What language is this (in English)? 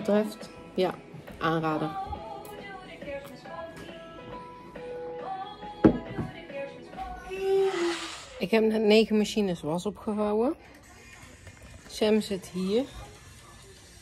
Dutch